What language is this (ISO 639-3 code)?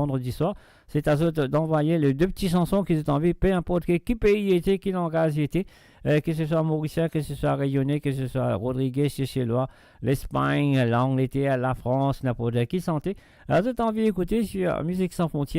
mfe